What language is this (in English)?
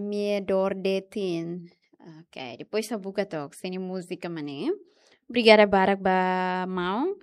Tetum